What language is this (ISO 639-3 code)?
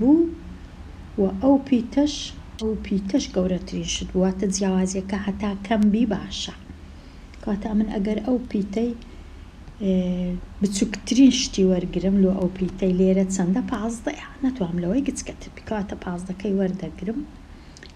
ckb